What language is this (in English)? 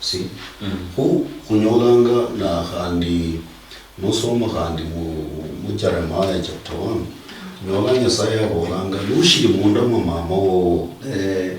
Luyia